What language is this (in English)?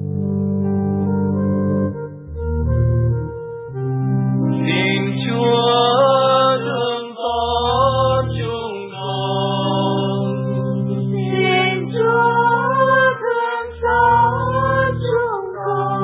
Vietnamese